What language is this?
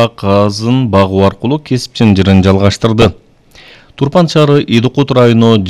Kyrgyz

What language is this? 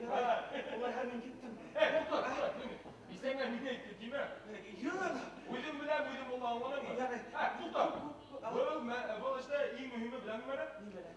Bashkir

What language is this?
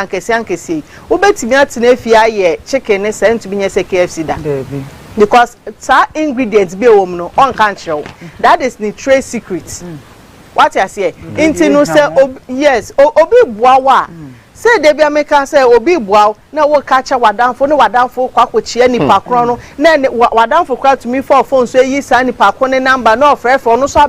Akan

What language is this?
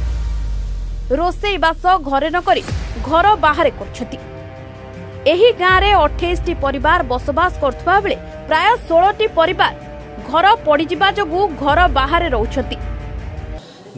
Odia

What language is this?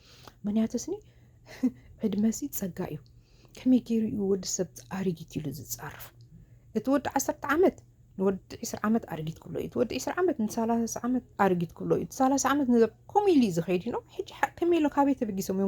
Tigrinya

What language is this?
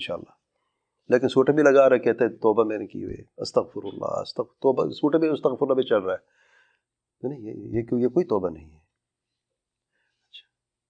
Urdu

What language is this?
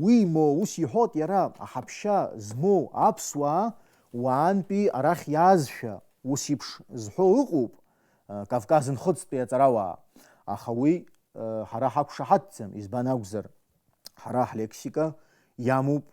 Abkhazian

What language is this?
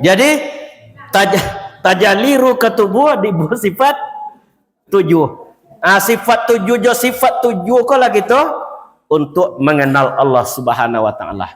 Minangkabau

